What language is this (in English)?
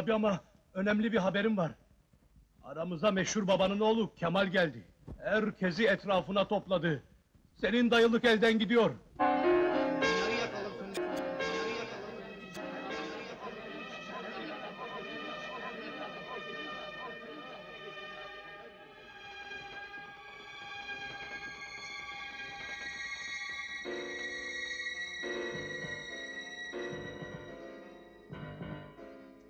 Turkish